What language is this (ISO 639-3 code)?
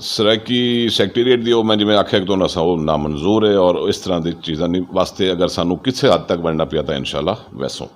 skr